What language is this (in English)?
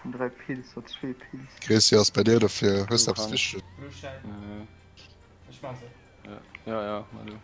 Luxembourgish